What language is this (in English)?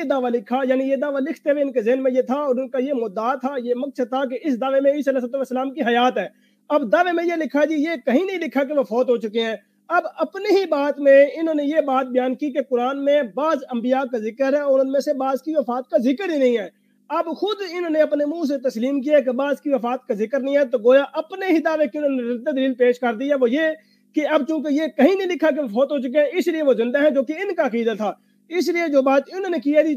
Urdu